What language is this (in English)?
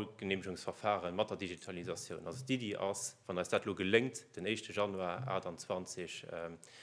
Luxembourgish